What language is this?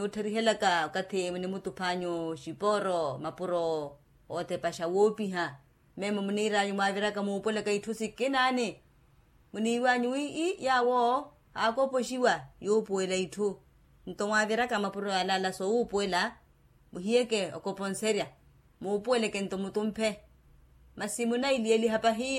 Makhuwa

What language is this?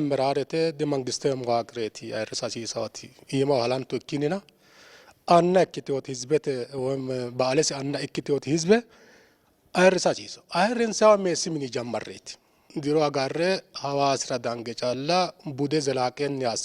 Sidamo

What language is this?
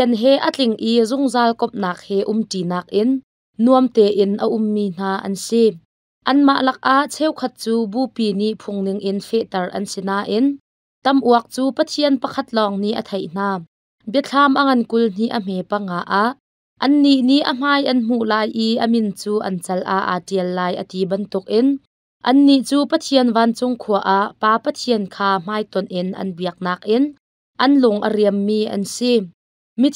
Hakha Chin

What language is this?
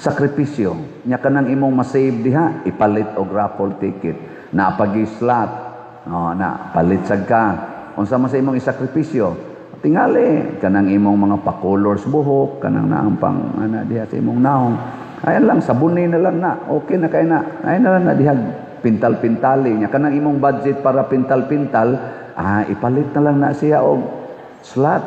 Cebuano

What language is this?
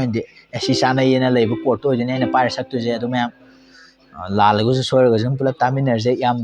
Manipuri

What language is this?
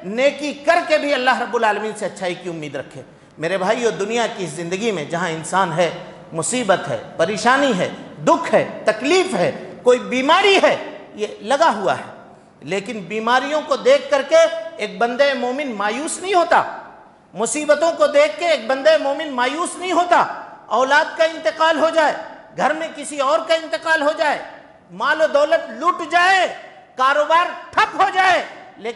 Urdu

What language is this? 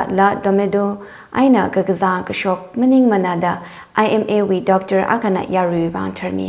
Tangkhul Naga (India)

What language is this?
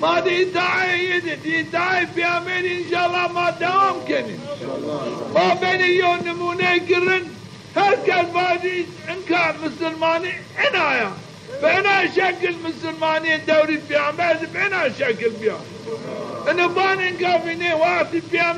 Zaza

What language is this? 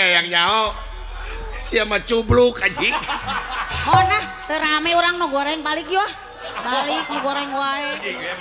Sundanese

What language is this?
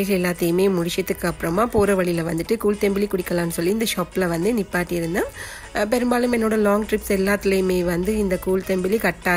Tamil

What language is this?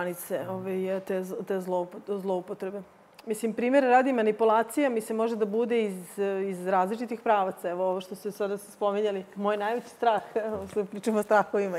Serbian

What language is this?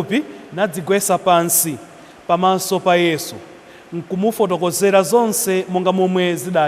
Nyanja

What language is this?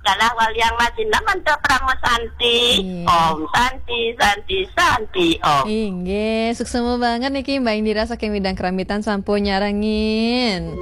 Balinese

